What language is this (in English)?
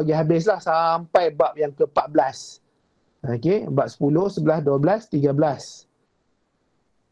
Malay